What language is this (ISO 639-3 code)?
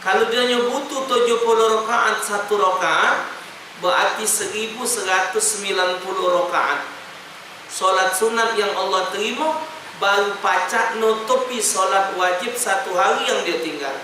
mui